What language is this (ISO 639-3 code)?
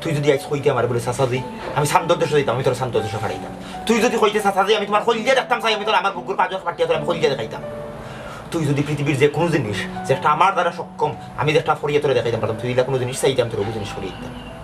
syl